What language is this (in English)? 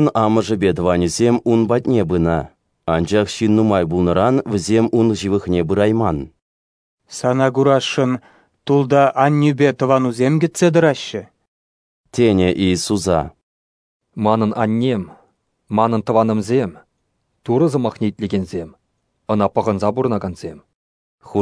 Chuvash